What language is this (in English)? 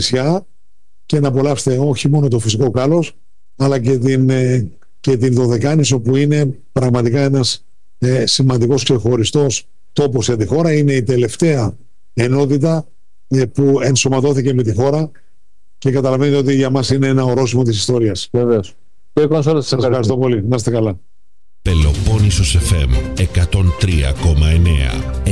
Greek